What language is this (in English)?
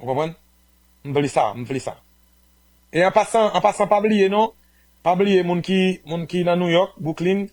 Haitian Creole